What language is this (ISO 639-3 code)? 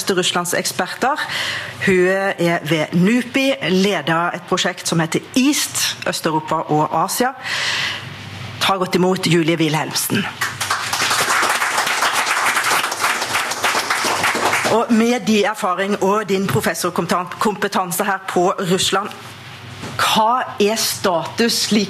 nor